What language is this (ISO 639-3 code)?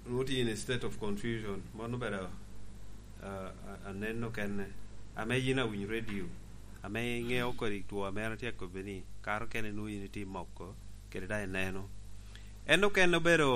laj